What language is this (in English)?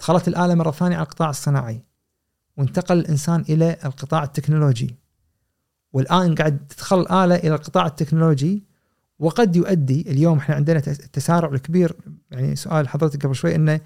Gulf Arabic